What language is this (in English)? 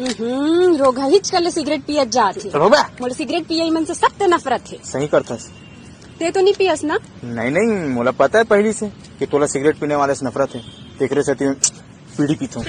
Chhattisgarhi